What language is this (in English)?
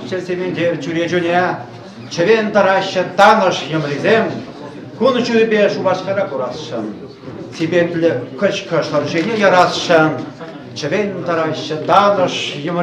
Chuvash